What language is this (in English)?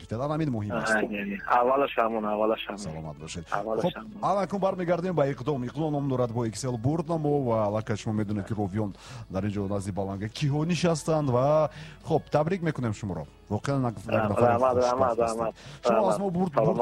Tajik